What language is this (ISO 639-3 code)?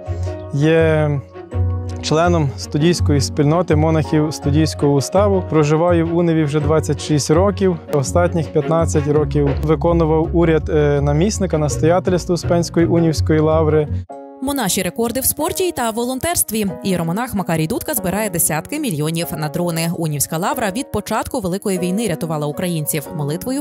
ukr